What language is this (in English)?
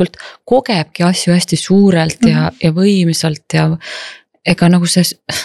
Estonian